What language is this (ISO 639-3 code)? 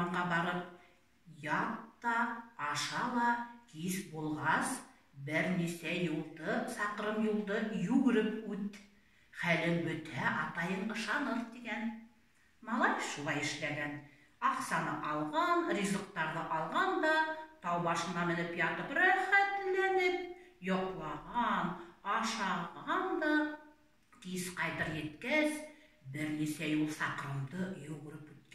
bak